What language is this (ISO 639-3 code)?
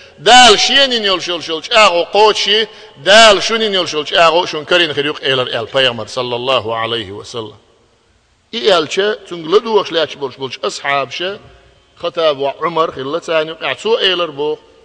che